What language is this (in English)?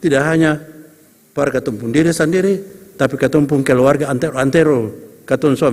Ambonese Malay